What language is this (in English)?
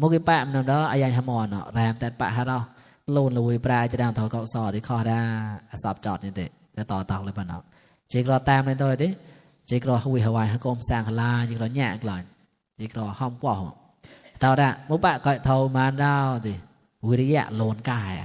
Mon